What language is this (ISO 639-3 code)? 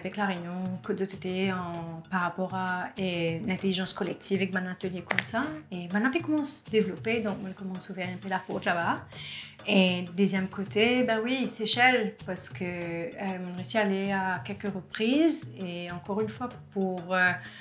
mfe